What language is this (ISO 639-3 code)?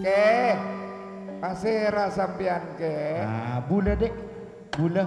mad